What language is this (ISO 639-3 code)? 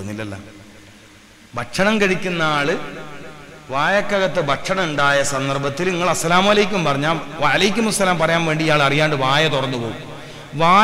mal